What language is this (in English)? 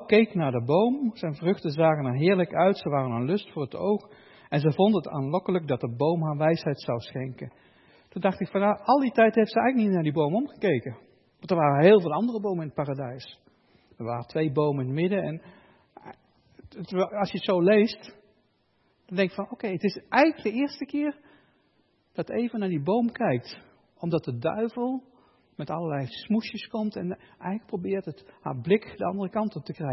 Dutch